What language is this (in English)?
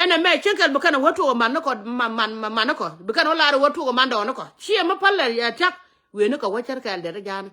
Nuer